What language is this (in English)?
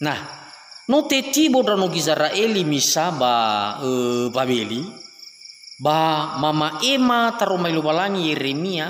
Nias